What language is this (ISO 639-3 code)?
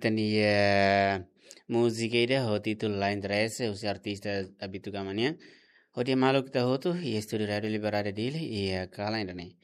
tet